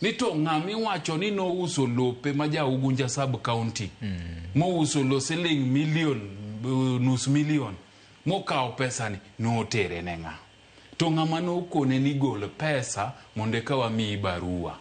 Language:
Luo (Kenya and Tanzania)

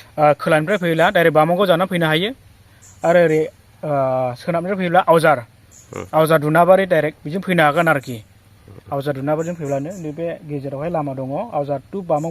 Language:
Bodo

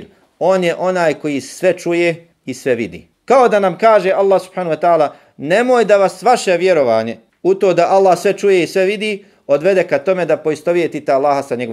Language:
Bosnian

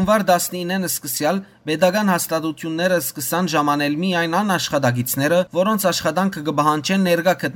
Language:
Western Armenian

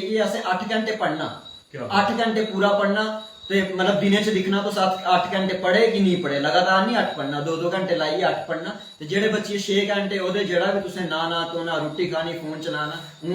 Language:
Dogri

